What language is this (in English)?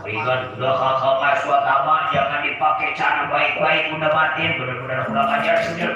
Betawi